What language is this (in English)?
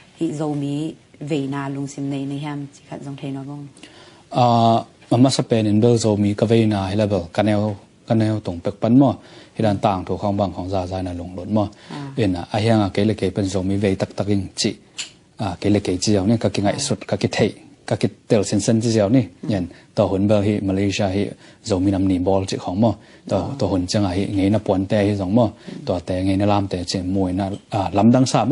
Tedim Chin